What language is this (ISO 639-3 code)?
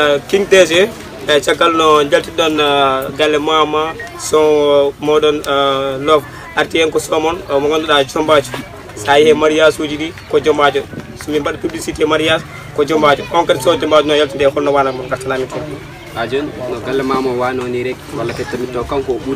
fuf